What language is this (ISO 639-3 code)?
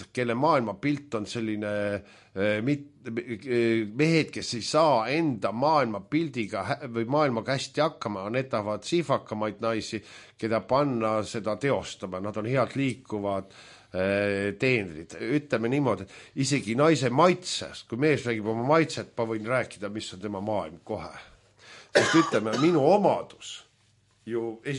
est